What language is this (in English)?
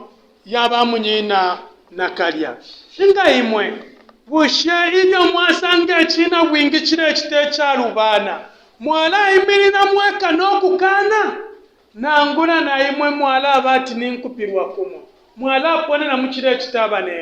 Bemba